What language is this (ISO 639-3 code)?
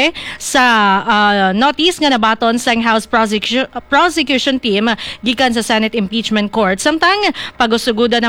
hil